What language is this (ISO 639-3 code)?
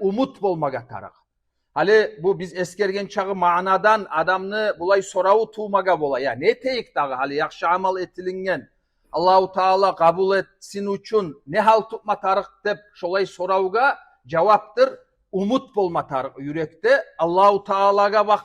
kum